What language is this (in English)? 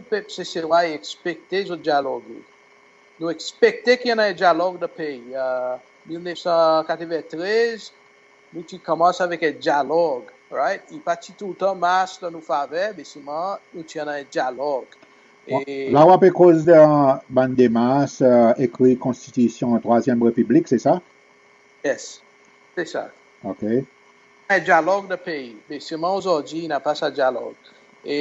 Seselwa Creole French